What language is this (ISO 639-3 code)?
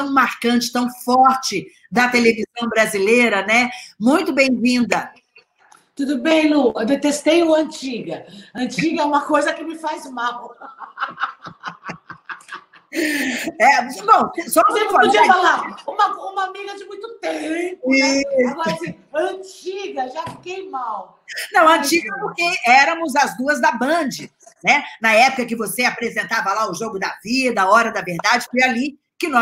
por